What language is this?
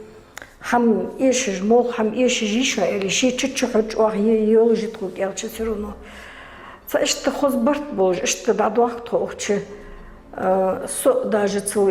Ingush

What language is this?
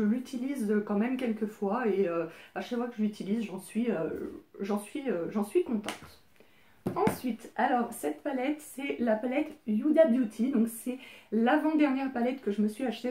French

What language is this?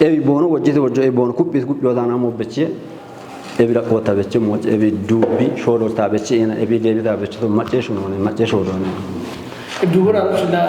Kafa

